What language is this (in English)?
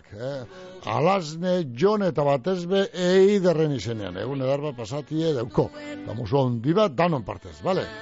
Basque